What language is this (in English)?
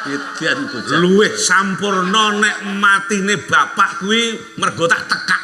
Javanese